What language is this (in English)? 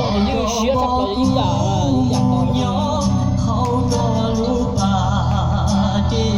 Hmong